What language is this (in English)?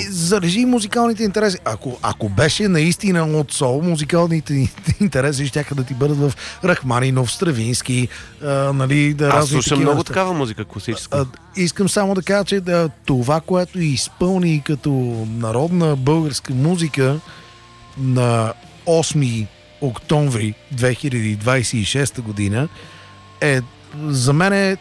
Bulgarian